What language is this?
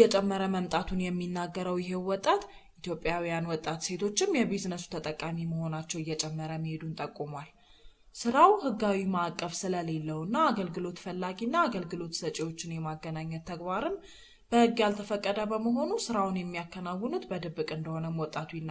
Amharic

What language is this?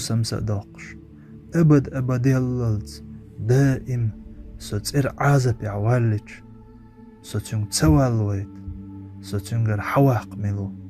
Chechen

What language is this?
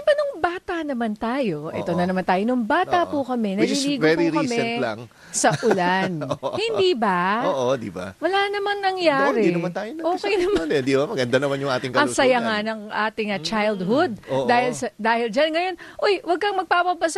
Filipino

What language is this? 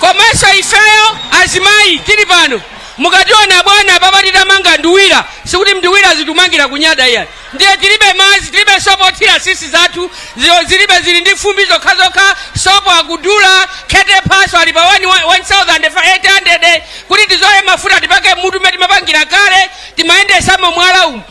Nyanja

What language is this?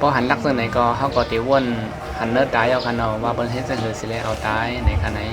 Shan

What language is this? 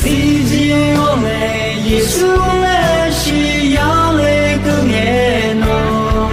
Akha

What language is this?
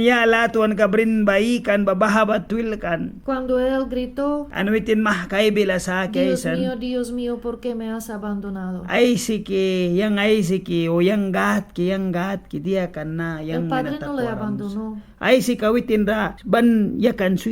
Mískito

